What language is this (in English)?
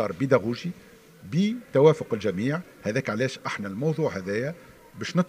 Tunisian Arabic